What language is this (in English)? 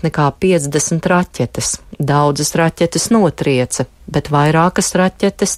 Latvian